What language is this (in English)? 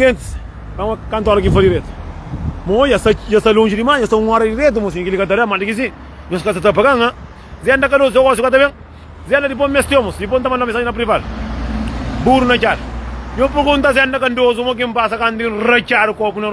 Kabuverdianu